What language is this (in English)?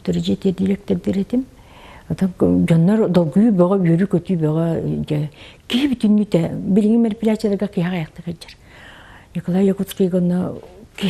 Yakut